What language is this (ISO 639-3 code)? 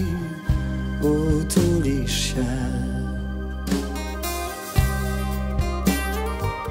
pol